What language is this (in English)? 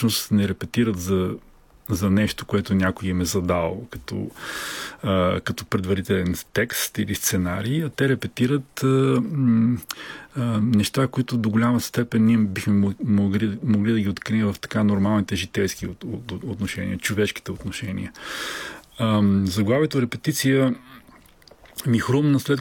Bulgarian